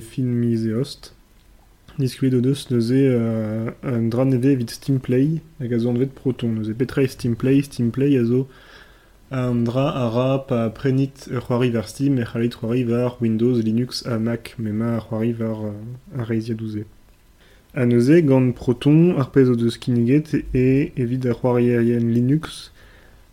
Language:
Breton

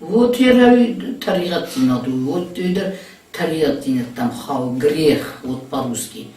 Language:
Ossetic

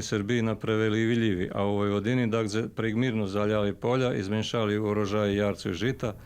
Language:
Rusyn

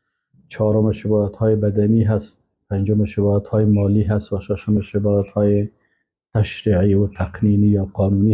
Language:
Persian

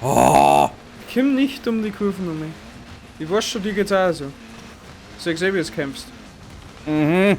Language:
Bavarian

